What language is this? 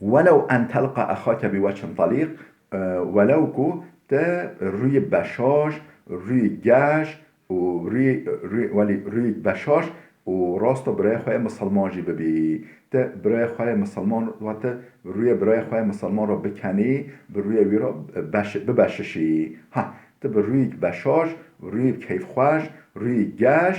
Kurdish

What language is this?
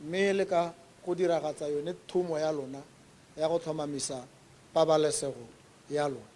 Tswana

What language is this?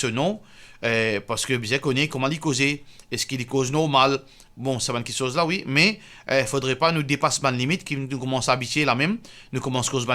Morisyen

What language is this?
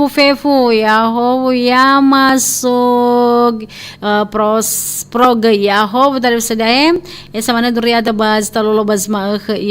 Nias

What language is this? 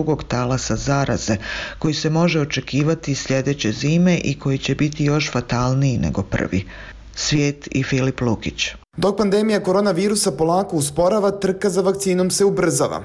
Bosnian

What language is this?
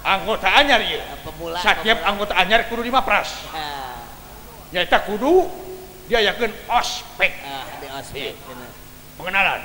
Sundanese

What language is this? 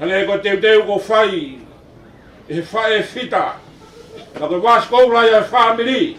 Tongan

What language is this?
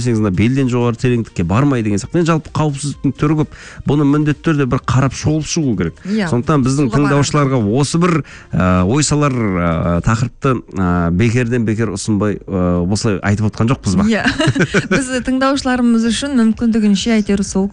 Kazakh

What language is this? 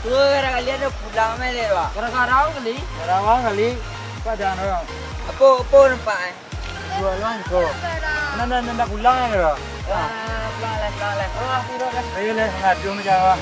Minangkabau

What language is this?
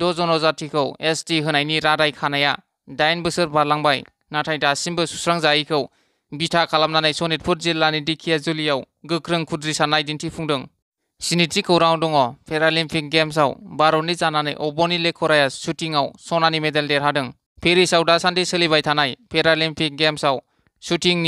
Bodo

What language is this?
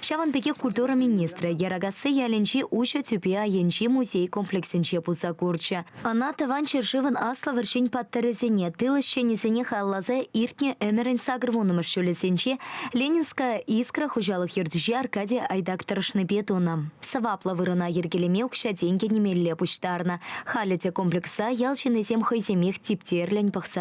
Chuvash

